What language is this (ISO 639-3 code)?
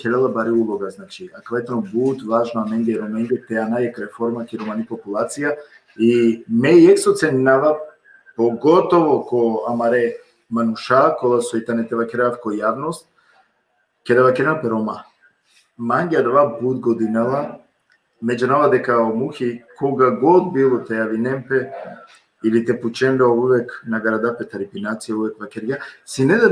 rmn